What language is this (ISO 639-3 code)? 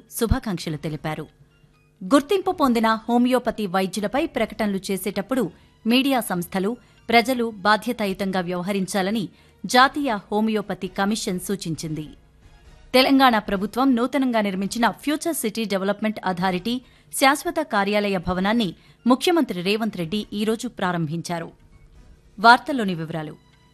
tel